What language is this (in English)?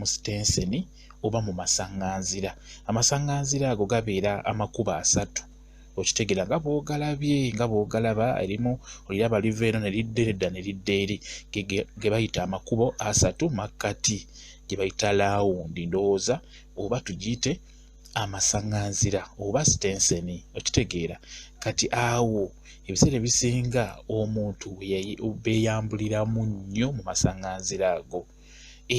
Ganda